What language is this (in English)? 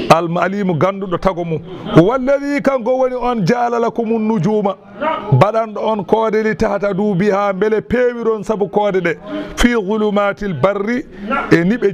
Fula